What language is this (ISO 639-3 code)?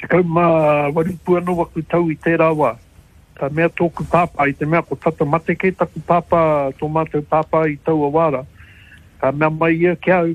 mri